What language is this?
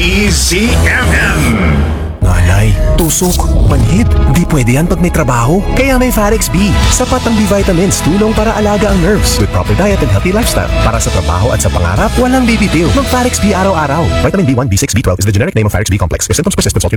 Filipino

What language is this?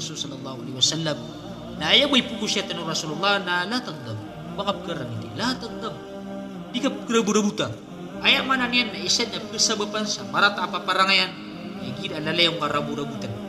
Maranao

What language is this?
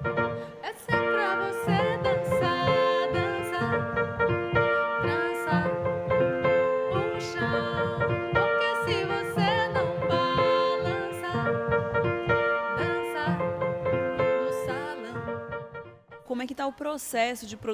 Portuguese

